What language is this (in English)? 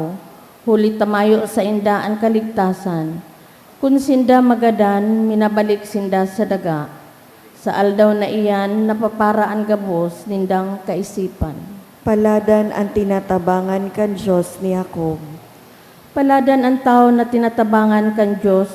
Bikol